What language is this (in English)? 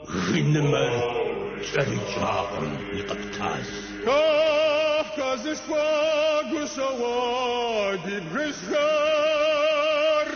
Kabardian